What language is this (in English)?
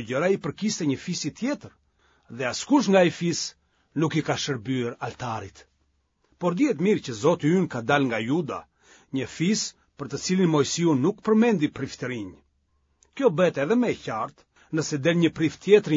Albanian